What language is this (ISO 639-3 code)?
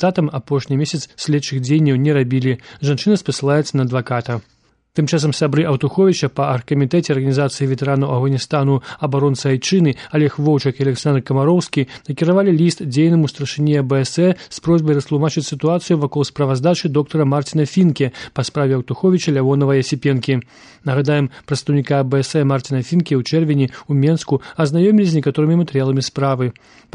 bel